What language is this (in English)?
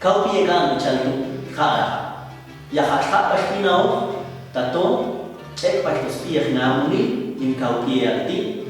Popti'